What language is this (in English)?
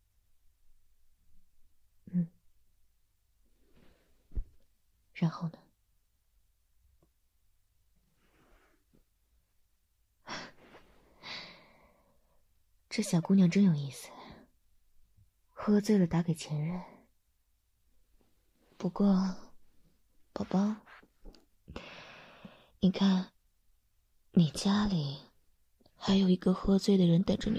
Chinese